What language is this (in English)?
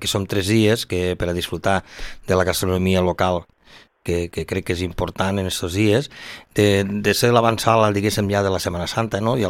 Catalan